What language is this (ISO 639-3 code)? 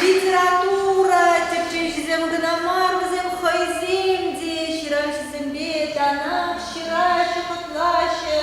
chv